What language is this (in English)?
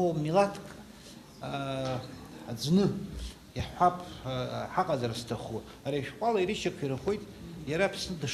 Abkhazian